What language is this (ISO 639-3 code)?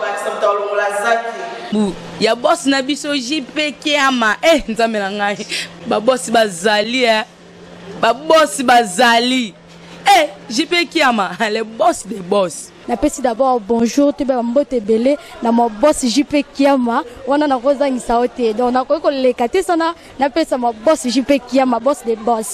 lin